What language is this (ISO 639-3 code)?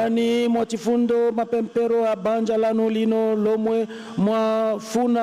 nya